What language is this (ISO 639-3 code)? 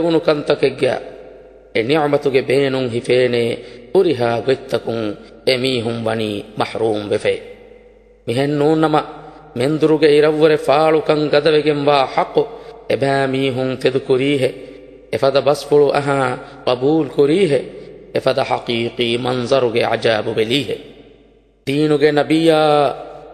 div